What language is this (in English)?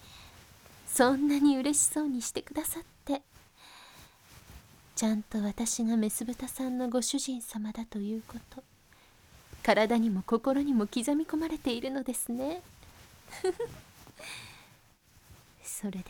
Japanese